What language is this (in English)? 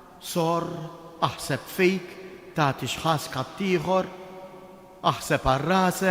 Maltese